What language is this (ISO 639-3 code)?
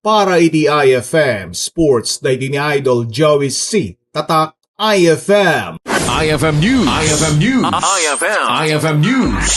ilo